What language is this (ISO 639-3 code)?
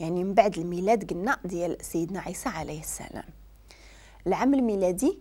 ary